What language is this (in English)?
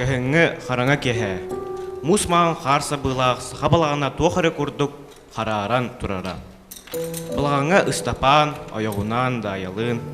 Yakut